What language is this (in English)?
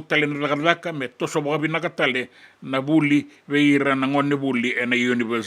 Fijian